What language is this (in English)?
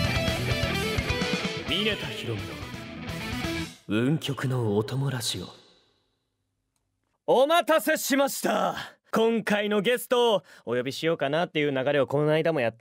Japanese